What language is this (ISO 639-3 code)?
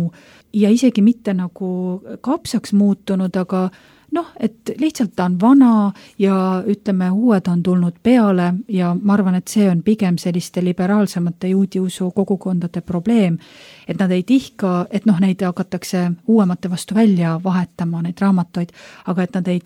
est